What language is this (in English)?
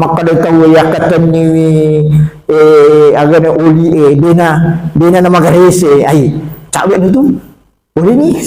Buginese